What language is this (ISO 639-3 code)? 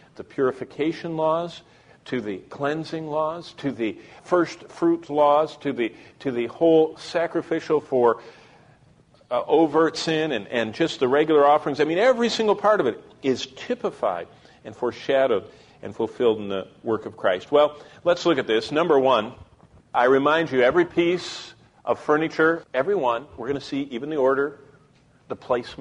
eng